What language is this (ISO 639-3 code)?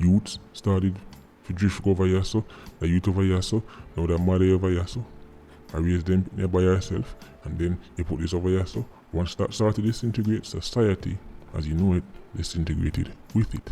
jam